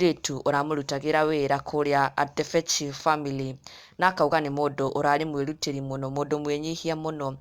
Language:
Kikuyu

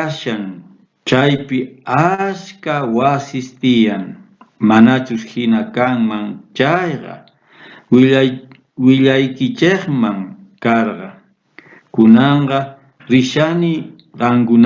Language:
South Bolivian Quechua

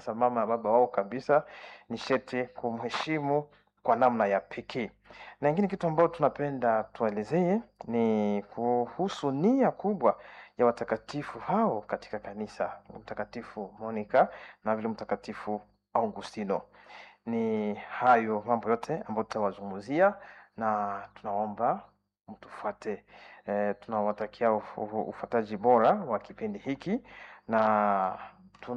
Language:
Swahili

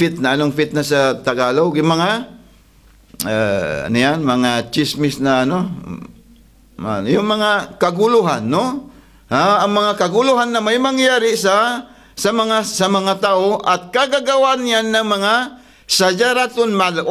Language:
Filipino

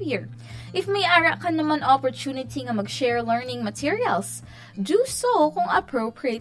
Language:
Hiligaynon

